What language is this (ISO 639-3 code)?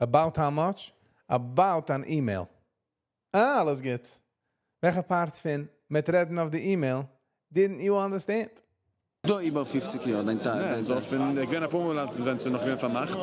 yid